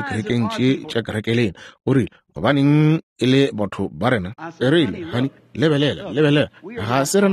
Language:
Northern Sotho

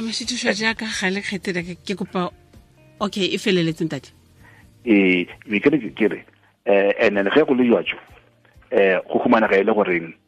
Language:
Northern Sotho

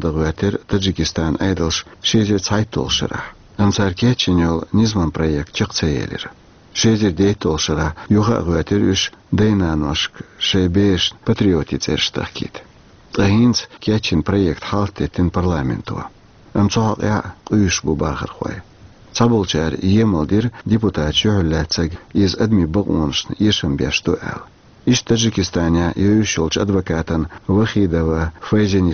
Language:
Chechen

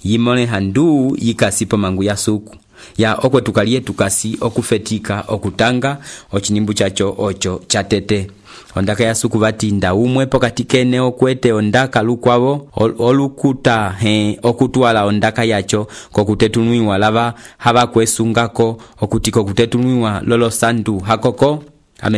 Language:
Umbundu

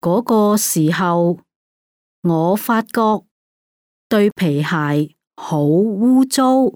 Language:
Cantonese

